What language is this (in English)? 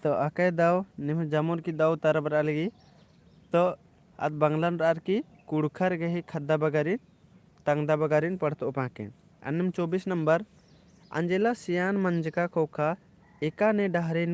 Kurukh